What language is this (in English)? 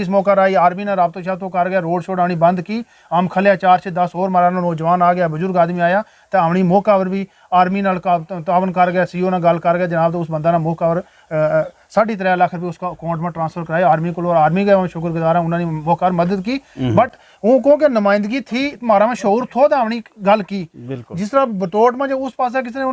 Gujari